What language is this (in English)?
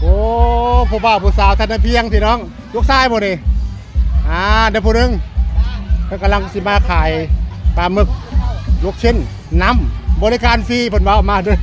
Northeastern Thai